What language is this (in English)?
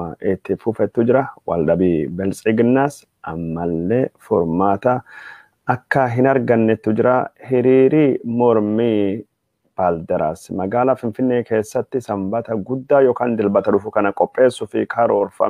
Oromo